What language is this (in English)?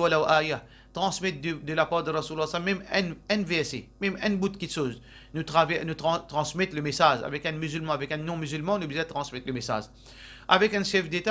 Morisyen